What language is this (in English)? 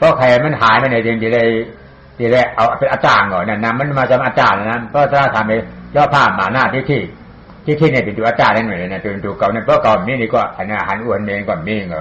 Shan